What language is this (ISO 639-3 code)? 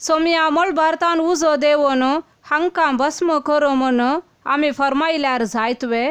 kok